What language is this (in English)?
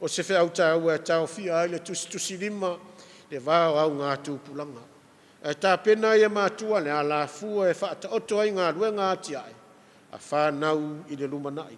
Samoan